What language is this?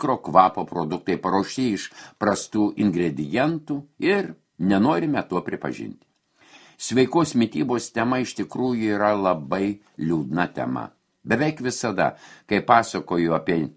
Lithuanian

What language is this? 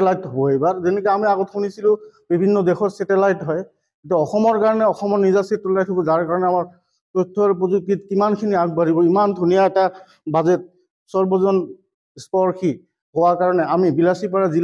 Assamese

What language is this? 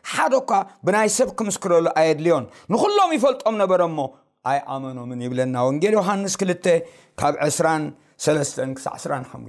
Tigrinya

